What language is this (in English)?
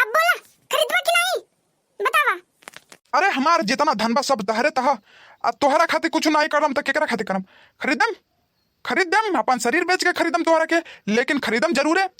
Bhojpuri